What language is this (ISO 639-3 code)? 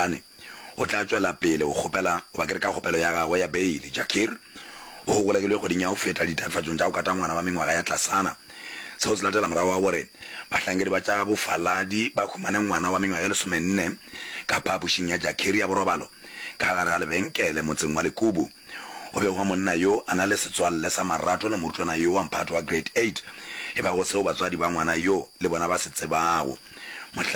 nso